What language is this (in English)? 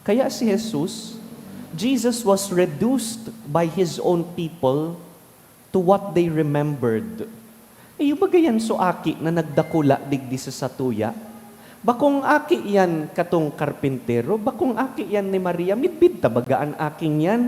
Bikol